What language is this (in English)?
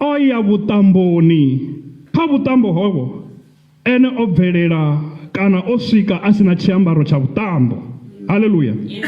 Venda